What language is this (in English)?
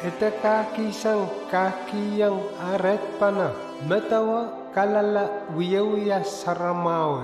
Pohnpeian